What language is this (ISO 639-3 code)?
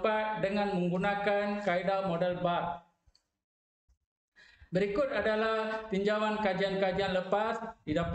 msa